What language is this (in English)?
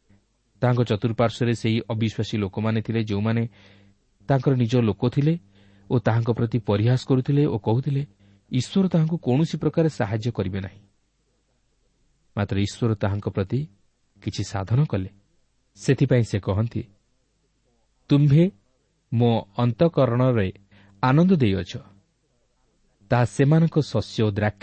Odia